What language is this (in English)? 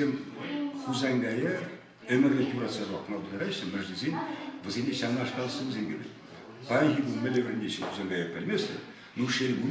Chuvash